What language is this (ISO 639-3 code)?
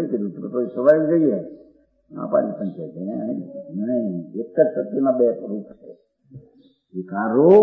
guj